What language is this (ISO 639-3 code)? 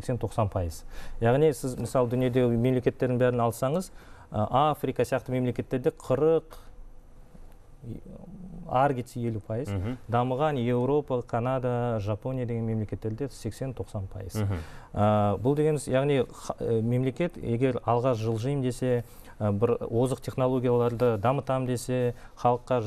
kaz